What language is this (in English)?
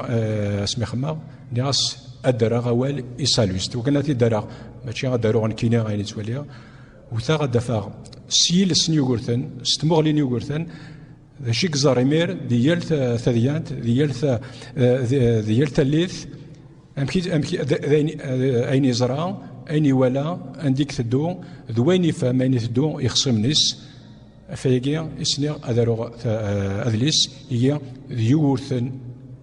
Kabyle